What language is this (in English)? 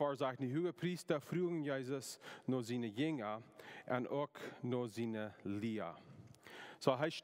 Plautdietsch